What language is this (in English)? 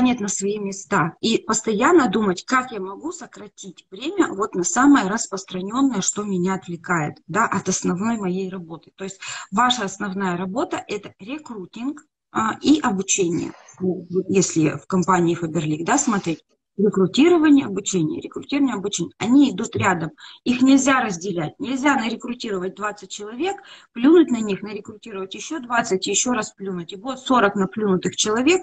Russian